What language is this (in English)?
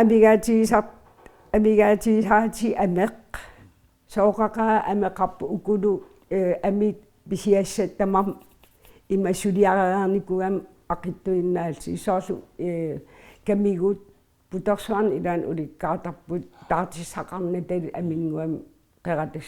Kalaallisut